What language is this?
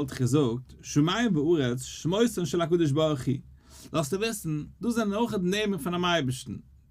Yiddish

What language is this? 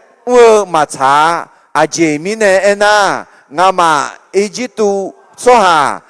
Akha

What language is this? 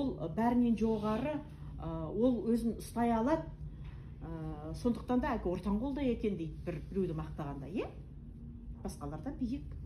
Kazakh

